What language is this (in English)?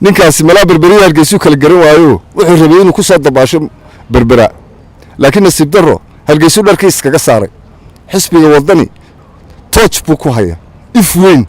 Somali